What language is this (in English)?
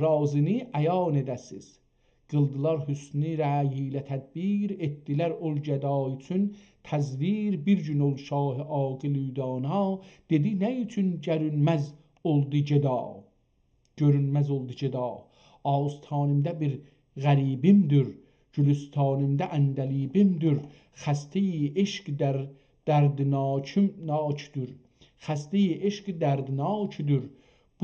South Azerbaijani